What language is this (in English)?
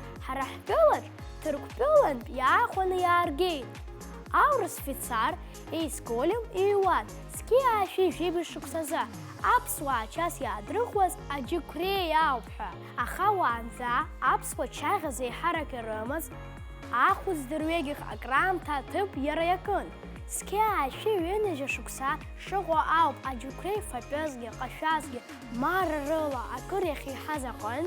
Abkhazian